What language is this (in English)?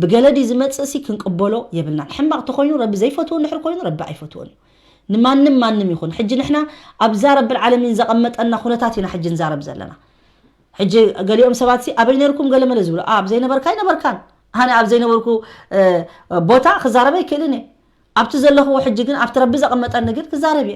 Tigrinya